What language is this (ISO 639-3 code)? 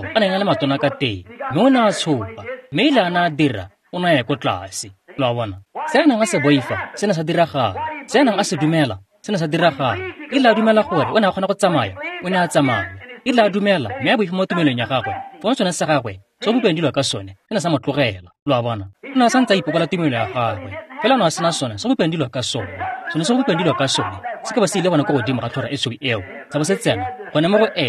tsn